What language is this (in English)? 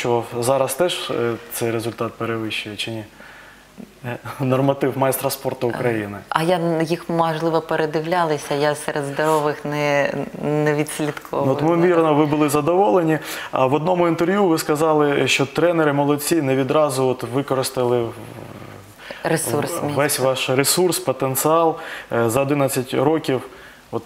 Ukrainian